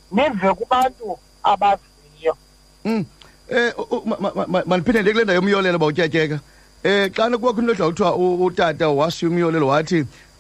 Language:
Xhosa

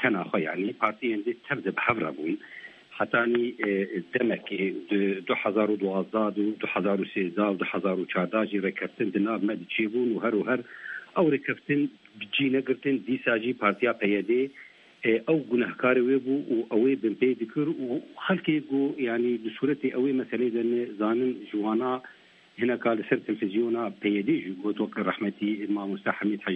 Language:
Kurdish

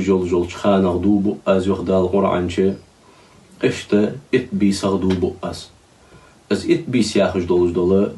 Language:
Ingush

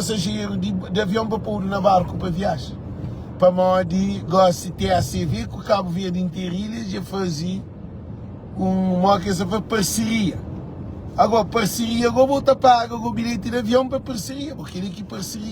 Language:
Kabuverdianu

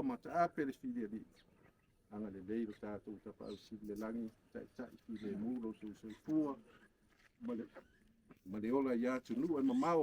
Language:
Samoan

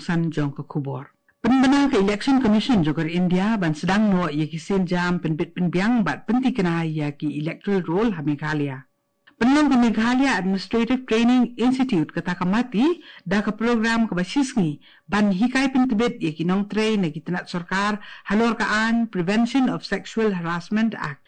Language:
Khasi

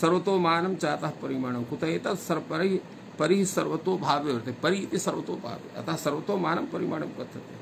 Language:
Sanskrit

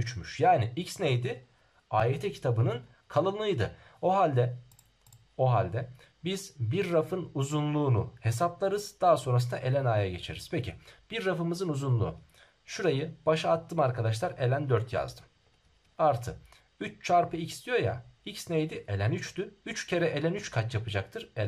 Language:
Turkish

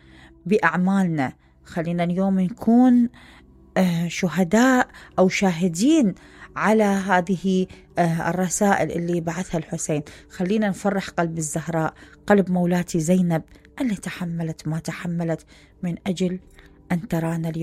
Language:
Mesopotamian Arabic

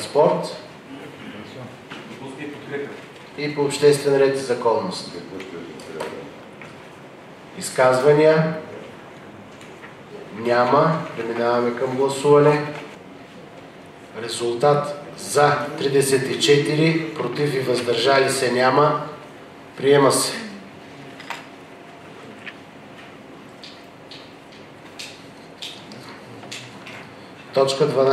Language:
Bulgarian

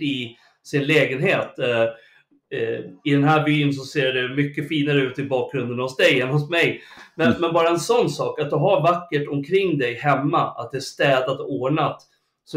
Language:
Swedish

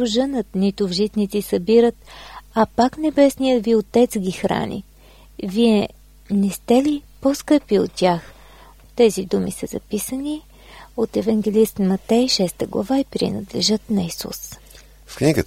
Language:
Bulgarian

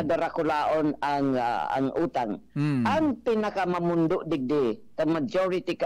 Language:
Bikol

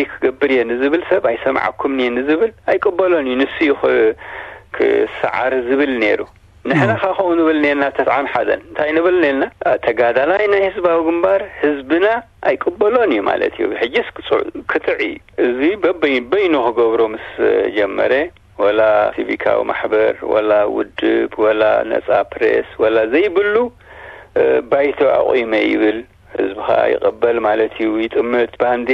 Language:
Tigrinya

